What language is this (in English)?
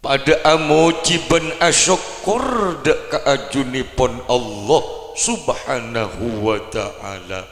Madurese